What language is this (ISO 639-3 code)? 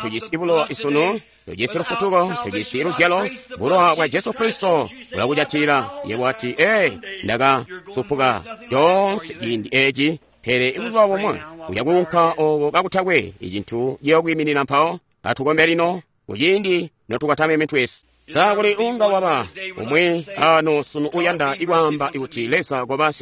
toi